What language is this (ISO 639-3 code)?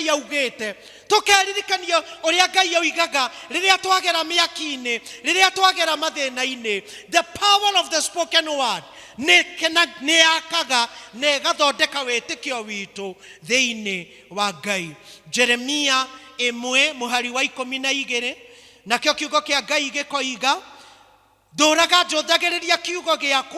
kik